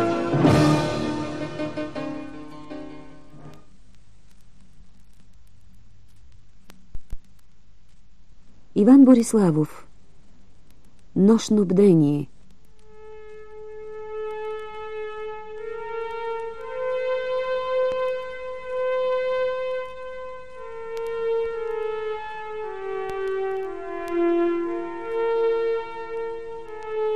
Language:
Bulgarian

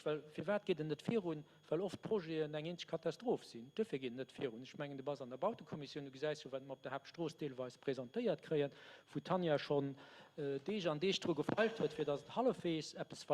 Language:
Luxembourgish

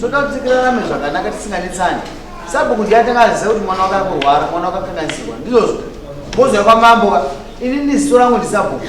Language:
Shona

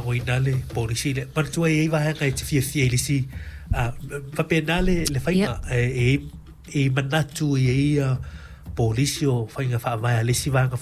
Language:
Samoan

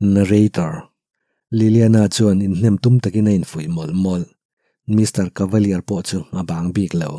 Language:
Mizo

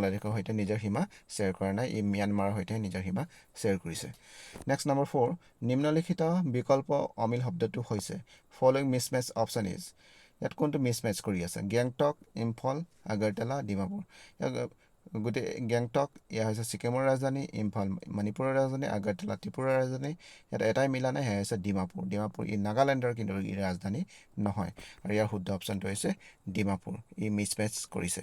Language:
Assamese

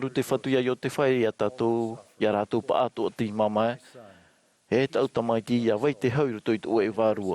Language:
Tahitian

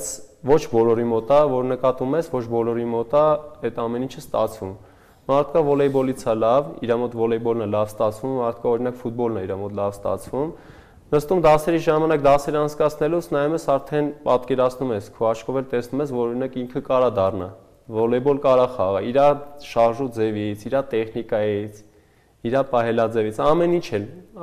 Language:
Armenian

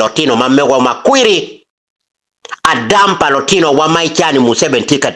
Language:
Acoli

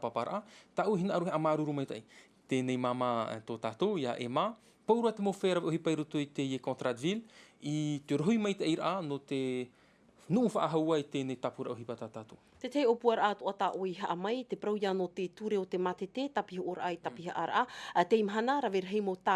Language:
Tahitian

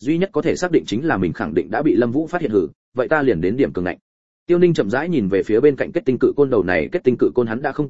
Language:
Vietnamese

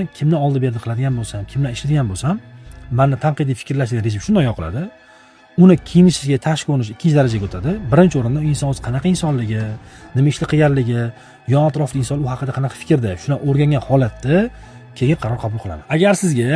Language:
Uzbek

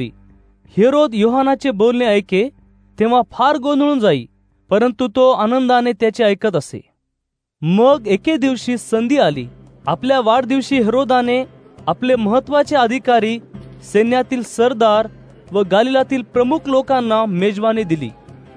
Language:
Marathi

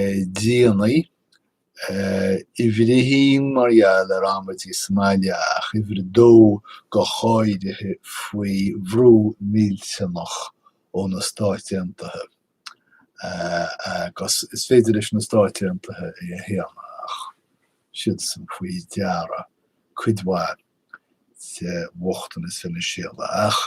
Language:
Irish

